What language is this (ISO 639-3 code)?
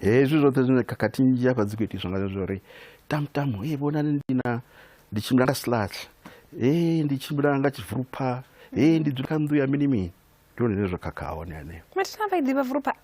ven